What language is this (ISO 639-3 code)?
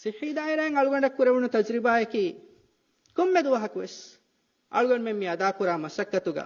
div